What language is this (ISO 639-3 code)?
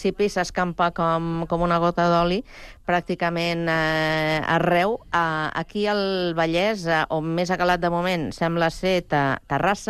cat